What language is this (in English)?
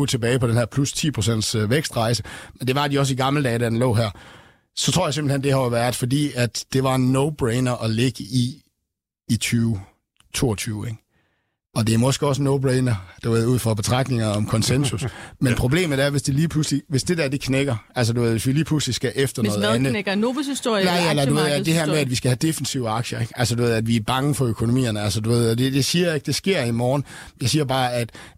Danish